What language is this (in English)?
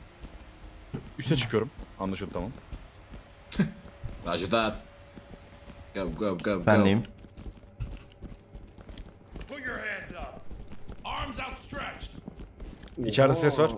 Turkish